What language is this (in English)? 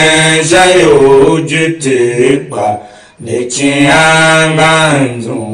Tiv